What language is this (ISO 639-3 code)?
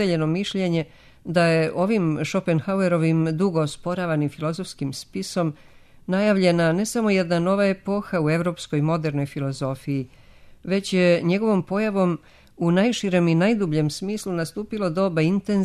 srp